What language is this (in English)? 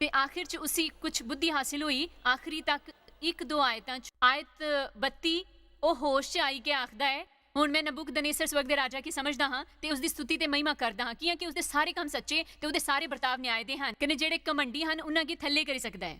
Dogri